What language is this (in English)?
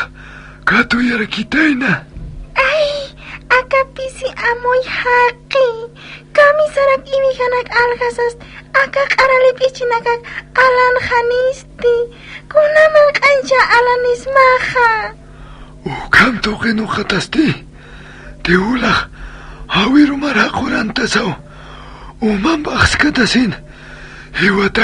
Aymara